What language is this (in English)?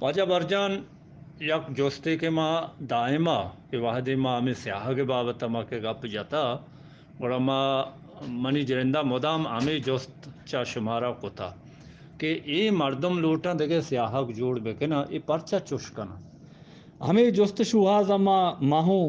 Eastern Balochi